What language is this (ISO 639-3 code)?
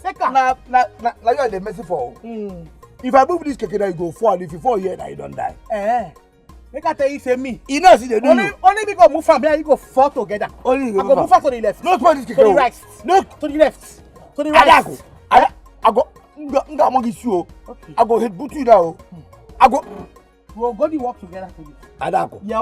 pcm